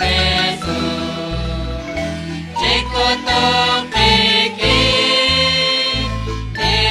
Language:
Kekchí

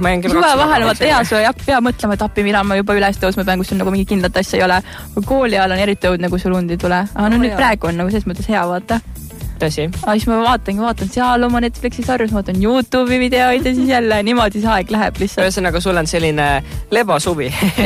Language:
Estonian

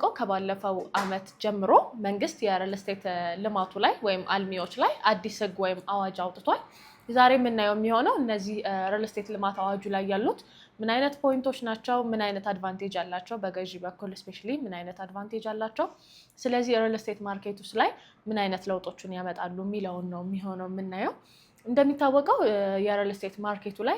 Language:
Amharic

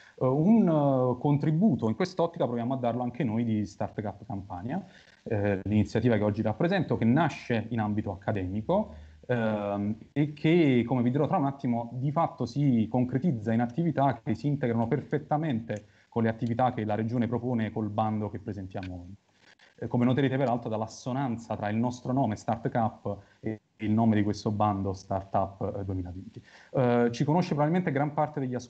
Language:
Italian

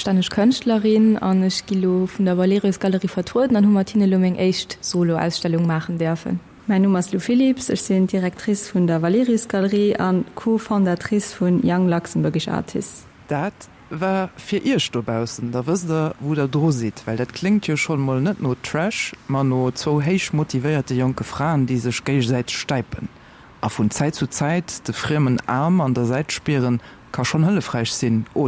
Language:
Luxembourgish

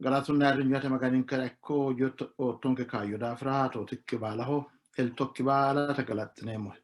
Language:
Sidamo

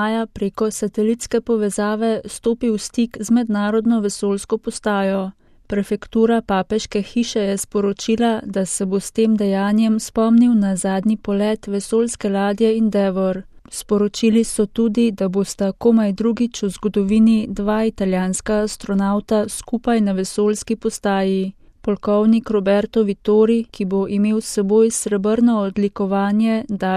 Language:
Slovenian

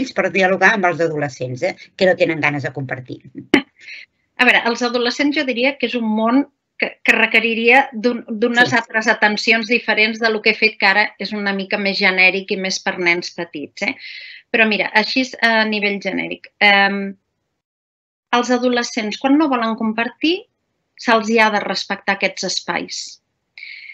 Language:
Catalan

